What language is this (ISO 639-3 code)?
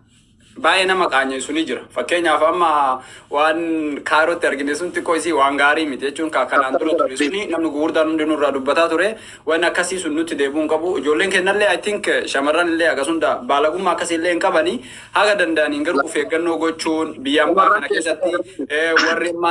orm